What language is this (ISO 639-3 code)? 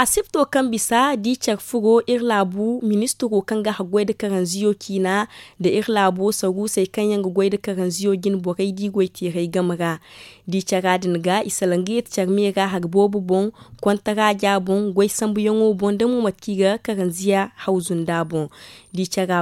dje